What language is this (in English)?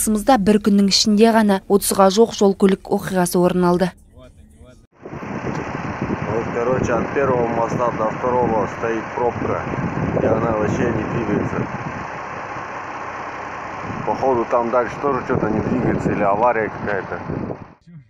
Kazakh